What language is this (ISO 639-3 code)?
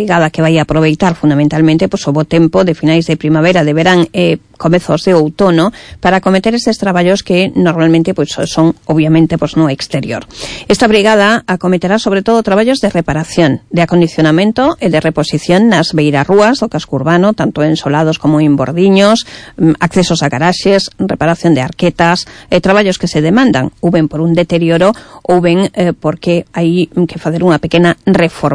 glg